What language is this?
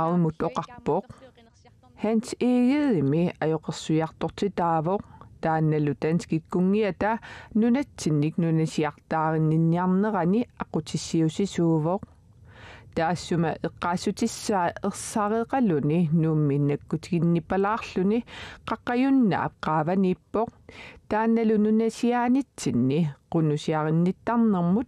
Kalaallisut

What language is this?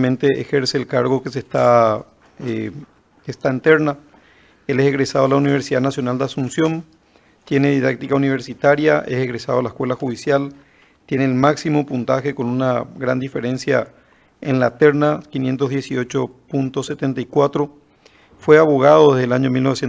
Spanish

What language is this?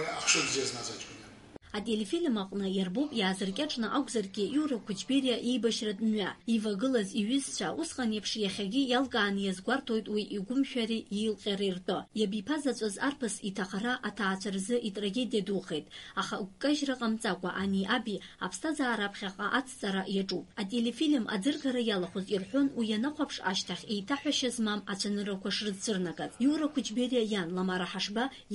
Abkhazian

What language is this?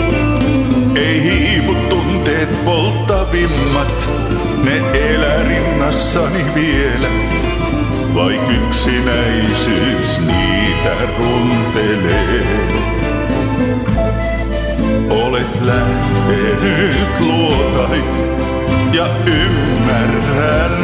Finnish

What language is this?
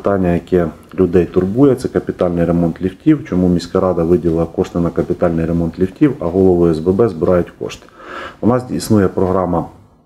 Ukrainian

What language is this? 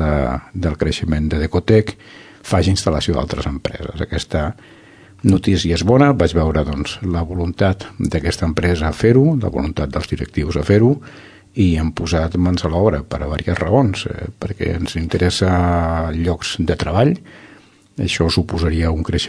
Catalan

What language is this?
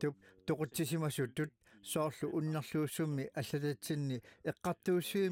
Kalaallisut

